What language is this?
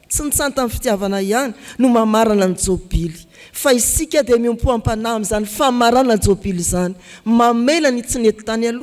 Malagasy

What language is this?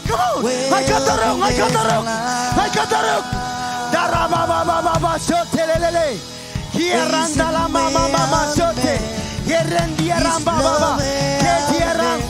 Marshallese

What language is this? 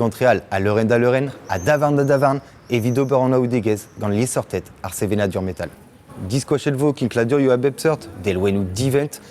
Breton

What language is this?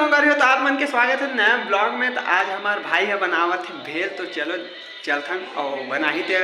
Chhattisgarhi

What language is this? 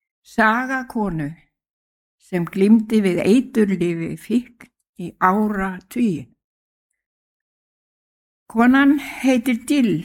Icelandic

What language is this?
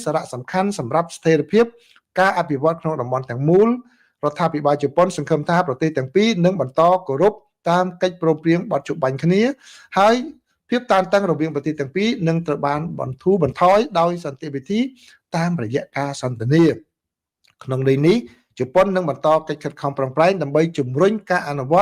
Khmer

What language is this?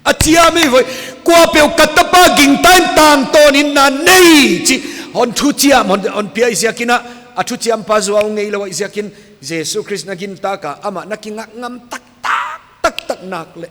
Paite Chin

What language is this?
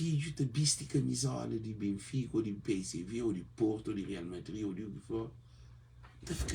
Kabuverdianu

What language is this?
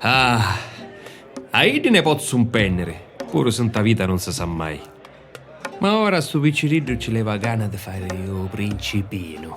Sicilian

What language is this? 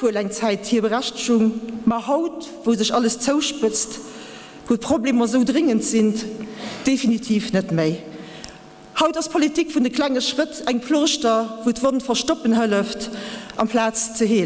Luxembourgish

